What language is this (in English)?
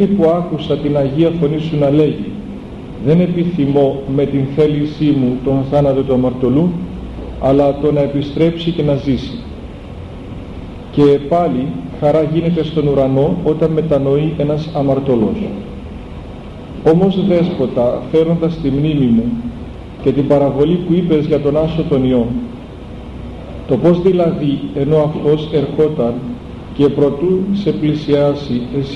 Greek